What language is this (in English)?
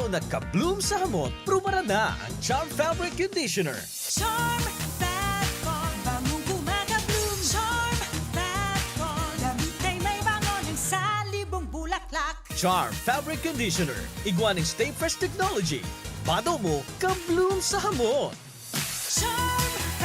Bikol